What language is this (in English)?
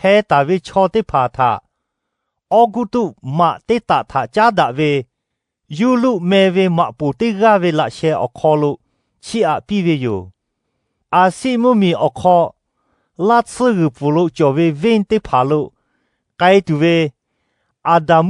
Lahu